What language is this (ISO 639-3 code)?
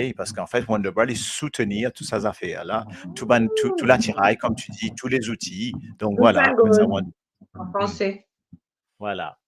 mfe